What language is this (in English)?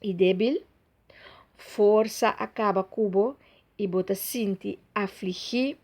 Papiamento